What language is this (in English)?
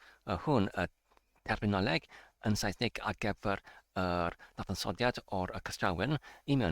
Welsh